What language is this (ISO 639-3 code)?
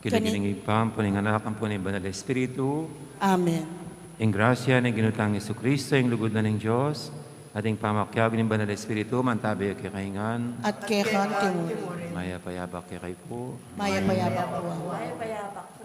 pam